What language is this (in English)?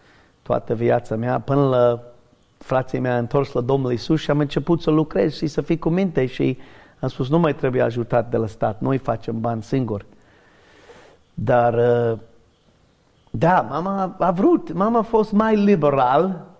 Romanian